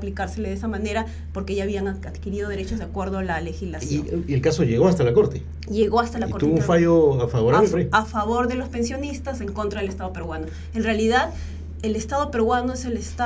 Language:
Spanish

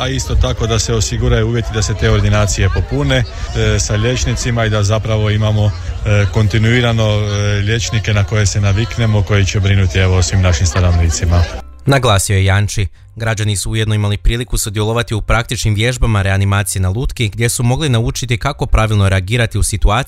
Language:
Croatian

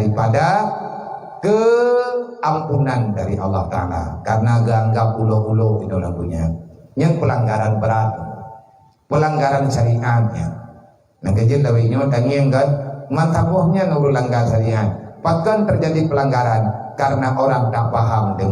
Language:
Achinese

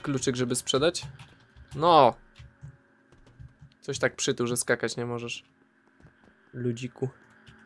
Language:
Polish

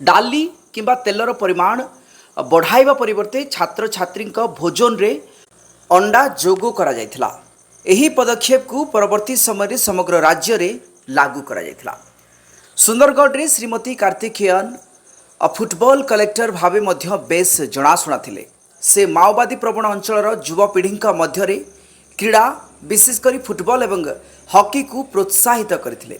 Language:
Odia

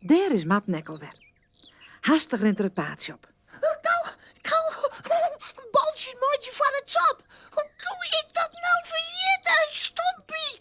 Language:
Western Frisian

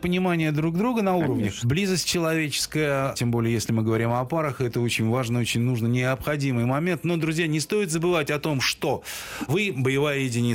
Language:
Russian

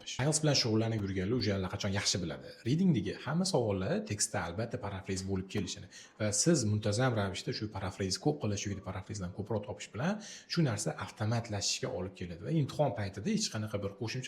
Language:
Uzbek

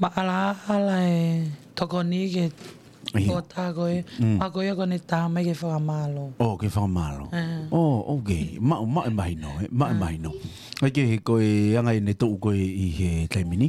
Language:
Tongan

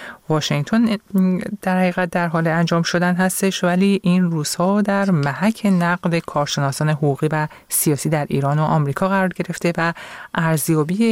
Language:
Persian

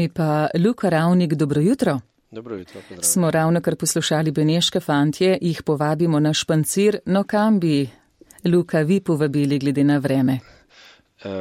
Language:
Slovenian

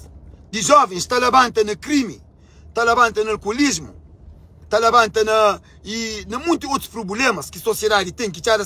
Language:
Kabuverdianu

